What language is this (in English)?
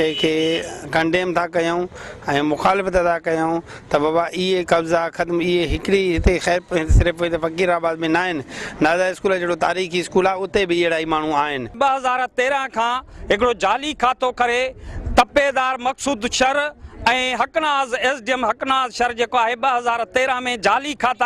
Sindhi